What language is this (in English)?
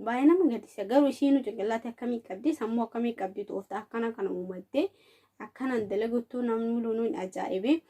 Oromo